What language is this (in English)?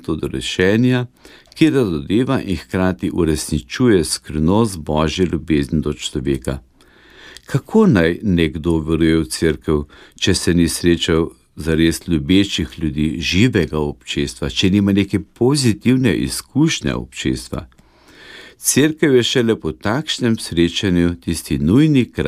Slovenian